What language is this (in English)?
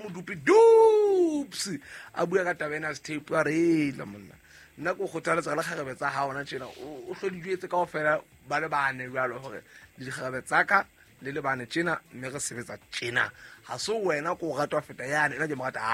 Southern Sotho